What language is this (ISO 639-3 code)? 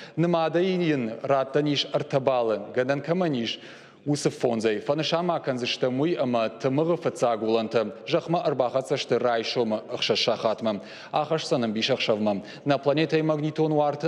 oss